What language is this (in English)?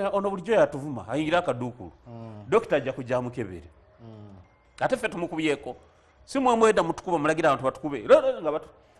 Ganda